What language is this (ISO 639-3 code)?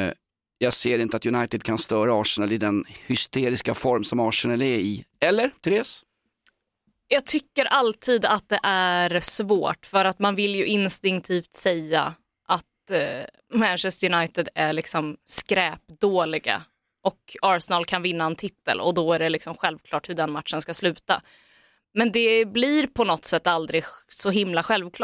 swe